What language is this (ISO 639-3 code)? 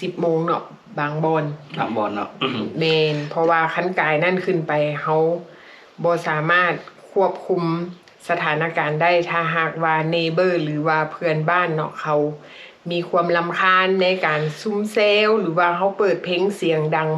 lao